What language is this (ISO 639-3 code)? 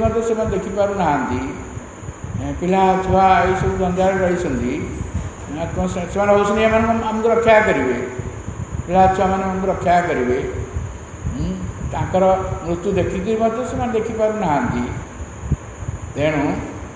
ori